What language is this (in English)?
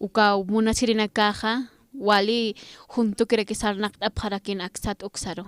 Aymara